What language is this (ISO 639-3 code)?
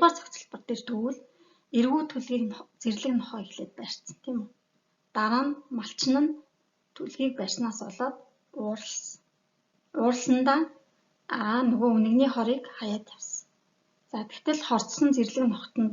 mon